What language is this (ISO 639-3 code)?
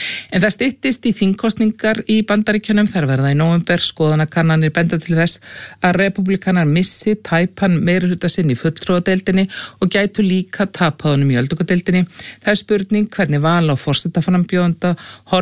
isl